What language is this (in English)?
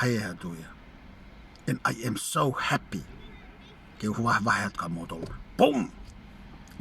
Tongan